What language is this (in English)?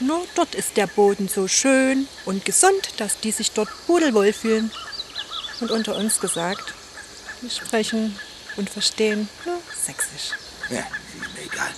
Bavarian